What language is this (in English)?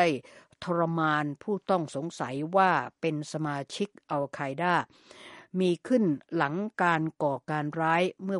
Thai